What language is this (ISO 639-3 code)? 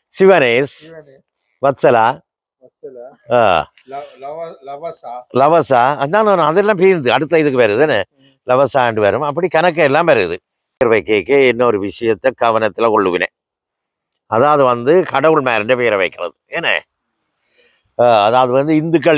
tam